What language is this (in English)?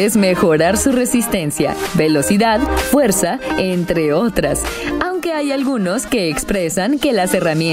Spanish